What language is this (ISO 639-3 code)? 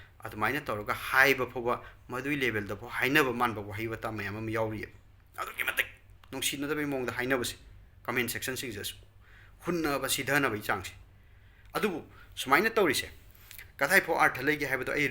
mni